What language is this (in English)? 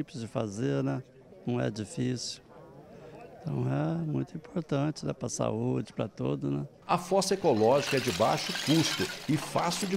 Portuguese